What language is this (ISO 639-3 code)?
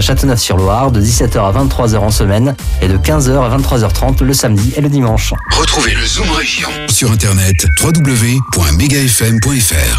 fra